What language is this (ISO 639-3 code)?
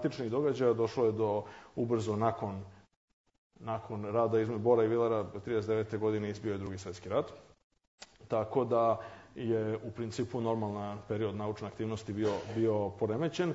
srp